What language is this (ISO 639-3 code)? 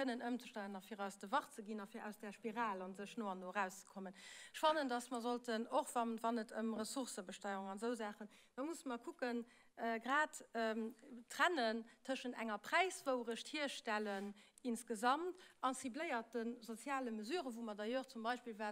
ltz